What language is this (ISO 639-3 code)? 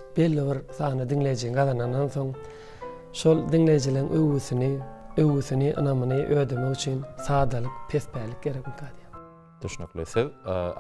tuk